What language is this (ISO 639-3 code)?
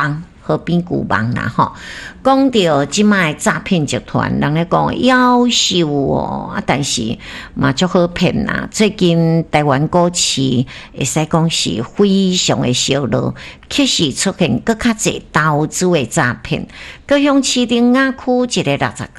nan